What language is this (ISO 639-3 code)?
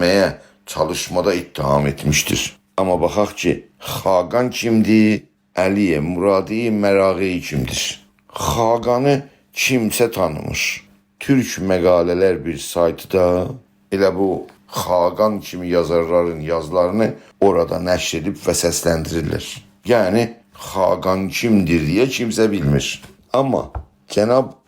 azb